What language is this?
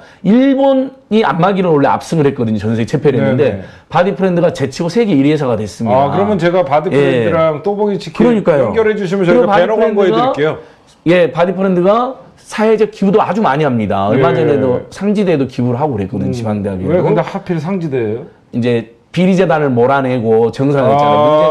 Korean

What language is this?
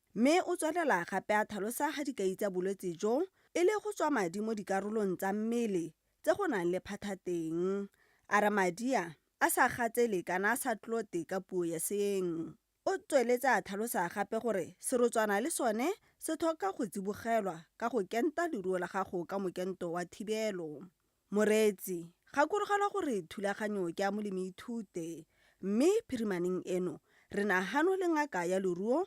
Tswana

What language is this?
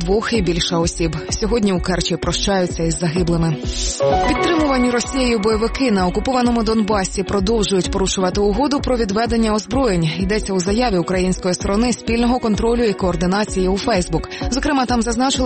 Ukrainian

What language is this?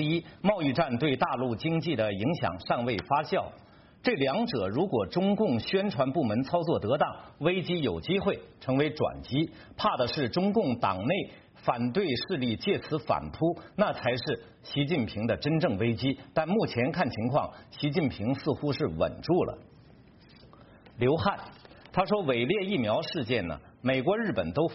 Chinese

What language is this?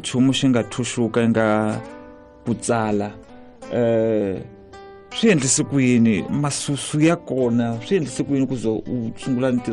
Tsonga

